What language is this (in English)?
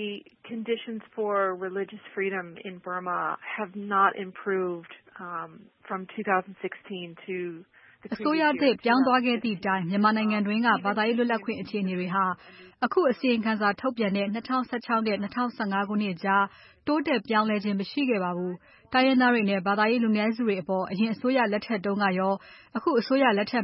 Burmese